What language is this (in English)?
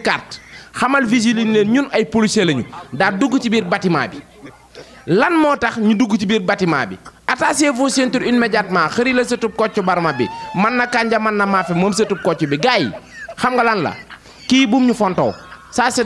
Wolof